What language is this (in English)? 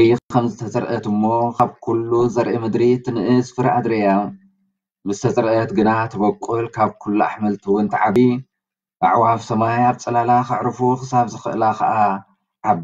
Tigrinya